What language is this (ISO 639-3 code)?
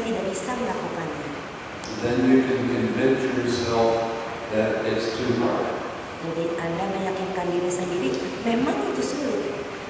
ind